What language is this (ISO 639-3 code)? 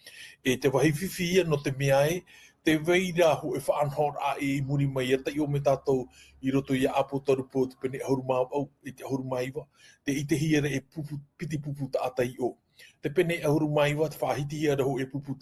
tah